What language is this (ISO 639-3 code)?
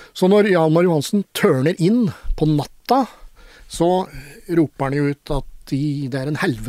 nor